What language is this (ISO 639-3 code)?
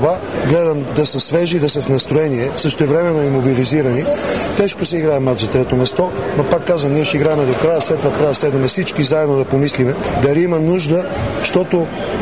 bul